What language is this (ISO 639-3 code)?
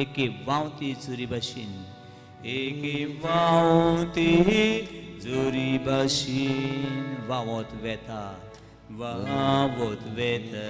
kok